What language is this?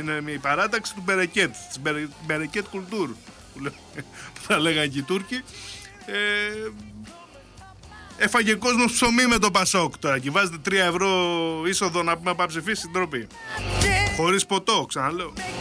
Greek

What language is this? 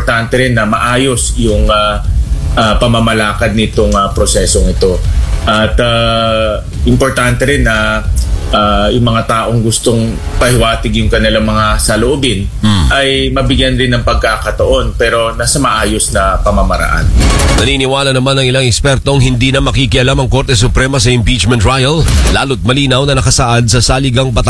Filipino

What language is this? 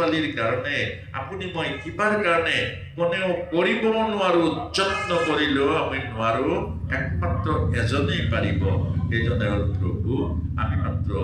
Assamese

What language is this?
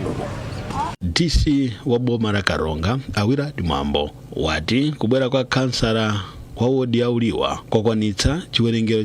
Nyanja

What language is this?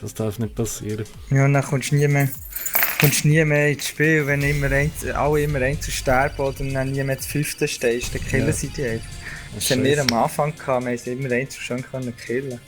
Swiss German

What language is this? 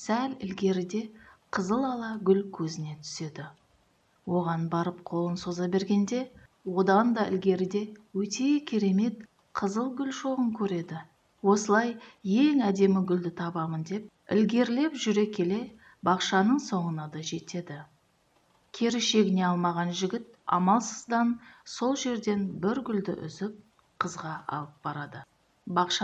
Kazakh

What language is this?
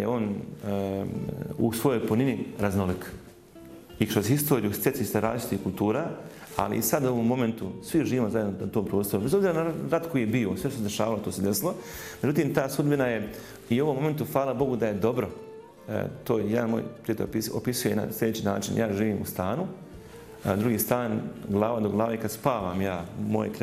Bosnian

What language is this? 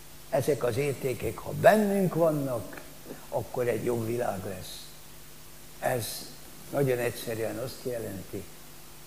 Hungarian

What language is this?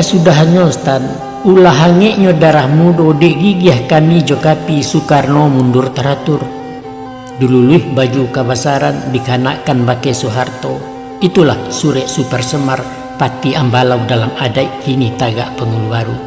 Minangkabau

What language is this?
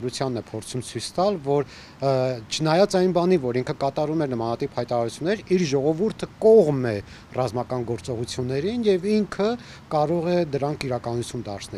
Armenian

